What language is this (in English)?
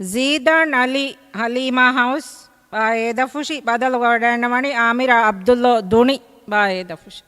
Divehi